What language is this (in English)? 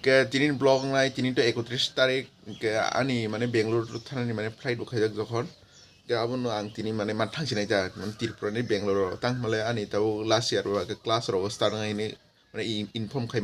Kok Borok